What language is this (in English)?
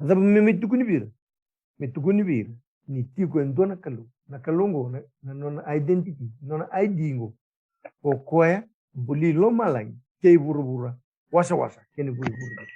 Fijian